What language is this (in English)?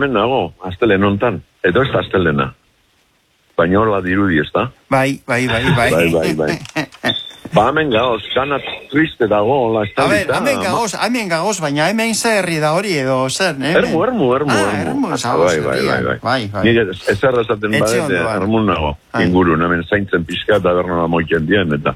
Basque